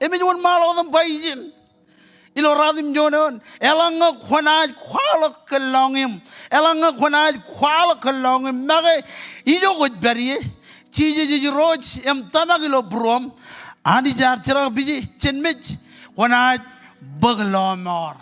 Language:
Marshallese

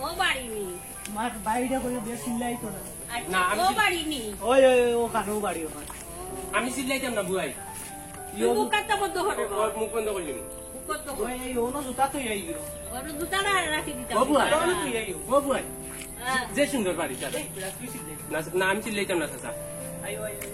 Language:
Sylheti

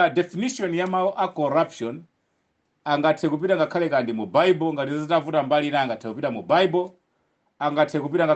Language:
Nyanja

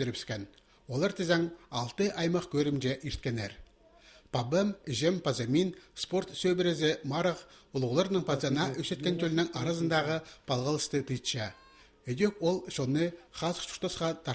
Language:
Khakas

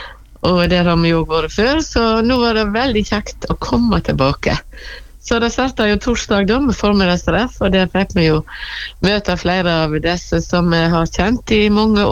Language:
Norwegian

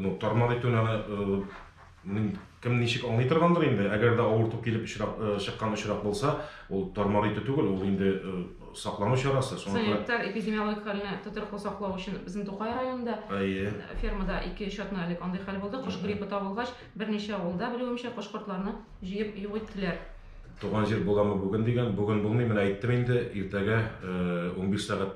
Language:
Tatar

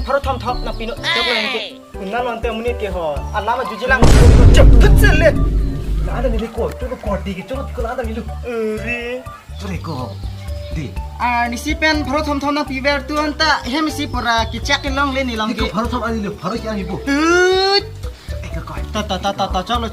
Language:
Karbi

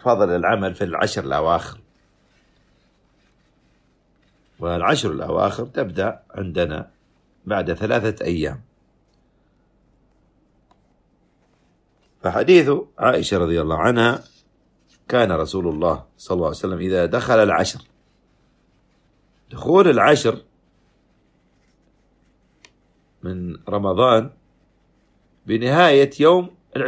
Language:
Arabic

